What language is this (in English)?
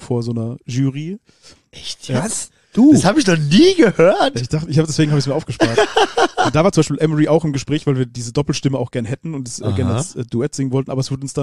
German